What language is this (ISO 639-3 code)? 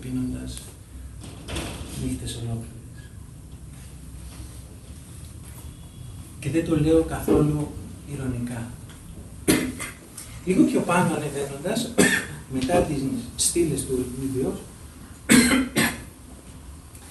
ell